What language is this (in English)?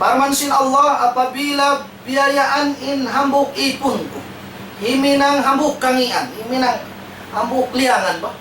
Tausug